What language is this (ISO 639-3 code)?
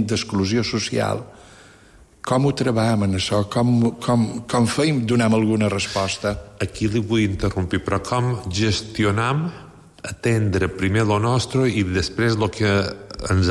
cat